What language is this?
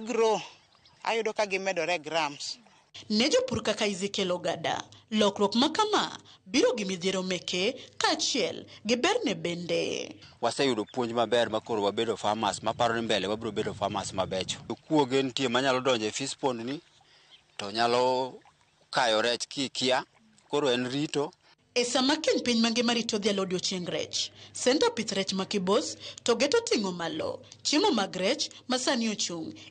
Luo (Kenya and Tanzania)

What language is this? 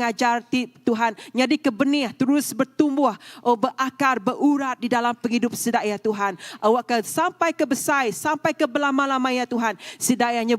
Iban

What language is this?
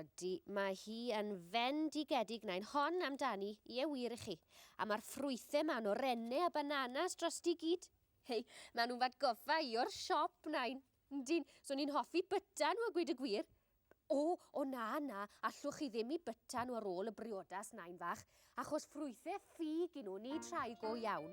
Welsh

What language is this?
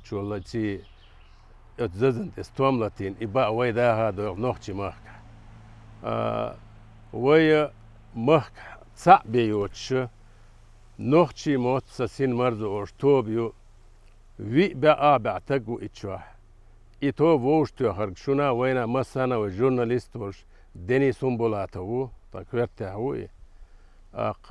Chechen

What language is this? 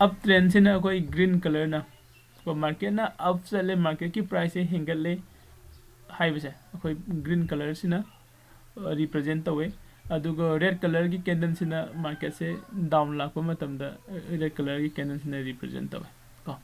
Manipuri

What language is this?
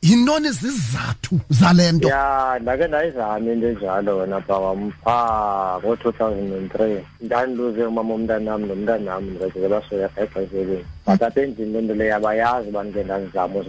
Xhosa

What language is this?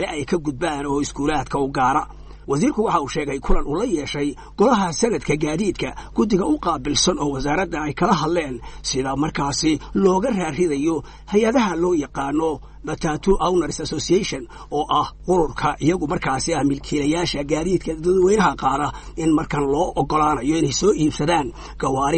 Somali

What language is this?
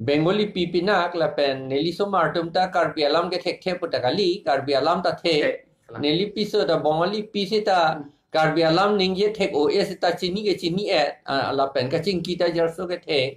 Karbi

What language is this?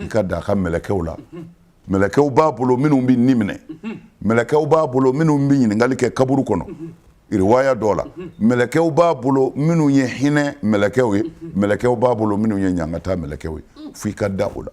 Bambara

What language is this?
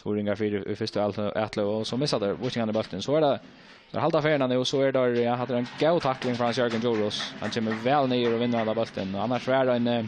Faroese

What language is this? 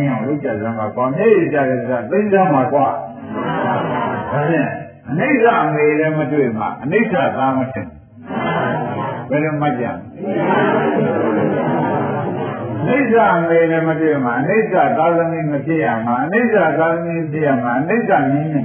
Burmese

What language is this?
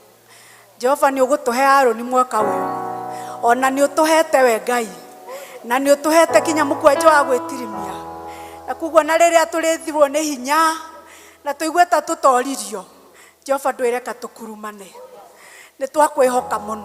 Kikuyu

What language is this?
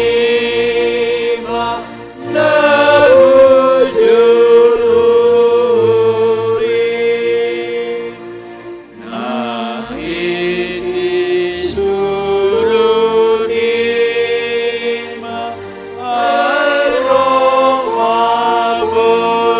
Batak Simalungun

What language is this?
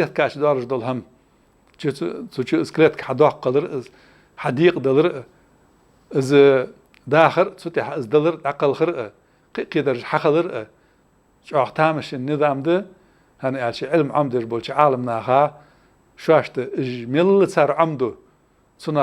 Ingush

